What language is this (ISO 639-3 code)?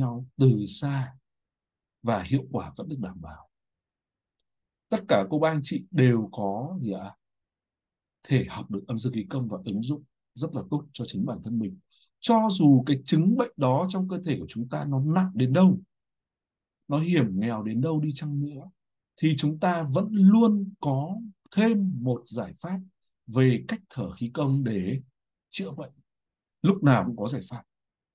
vie